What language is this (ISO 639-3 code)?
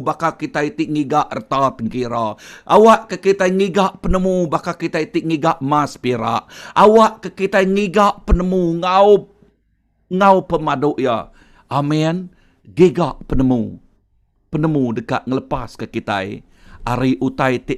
iba